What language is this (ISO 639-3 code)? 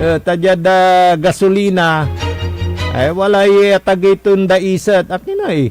pag